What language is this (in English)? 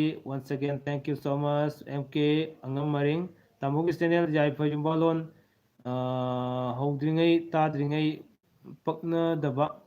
Manipuri